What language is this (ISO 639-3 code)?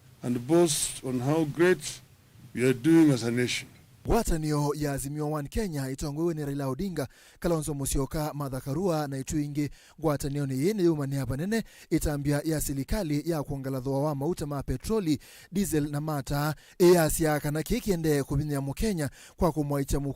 kam